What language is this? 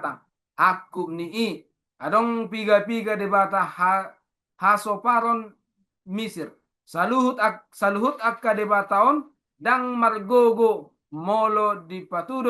Batak Toba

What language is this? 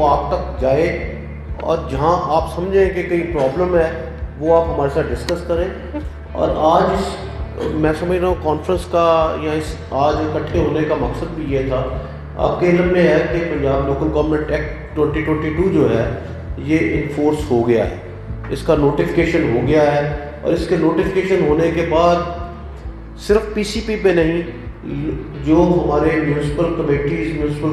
Urdu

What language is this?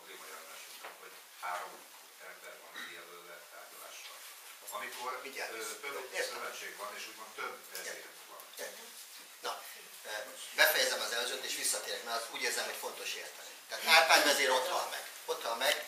Hungarian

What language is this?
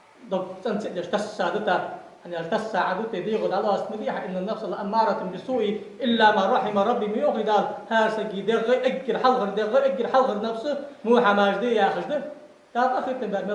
Ingush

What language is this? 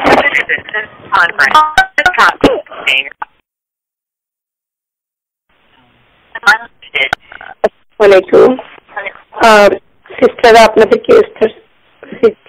Bangla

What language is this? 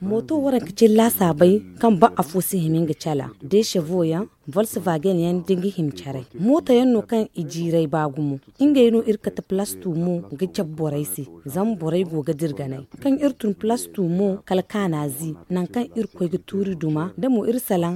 Zarma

